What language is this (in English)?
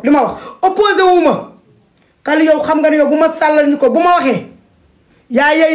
Wolof